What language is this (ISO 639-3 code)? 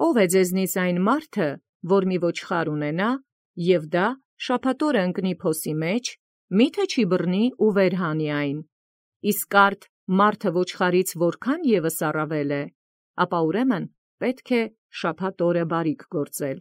hye